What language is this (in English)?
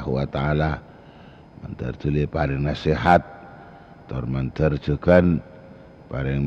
Madurese